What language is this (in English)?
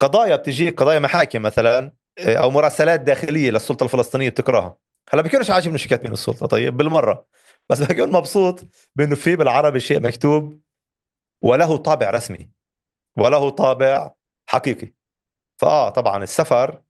North Levantine Arabic